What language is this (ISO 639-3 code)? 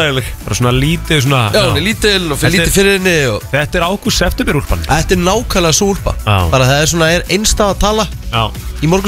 isl